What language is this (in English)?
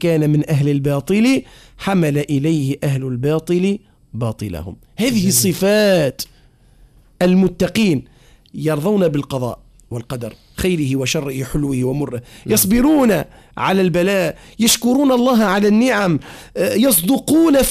Arabic